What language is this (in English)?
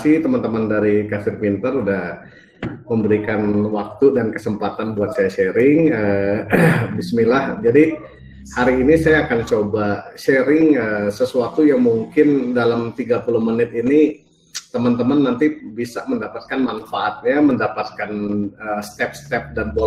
Indonesian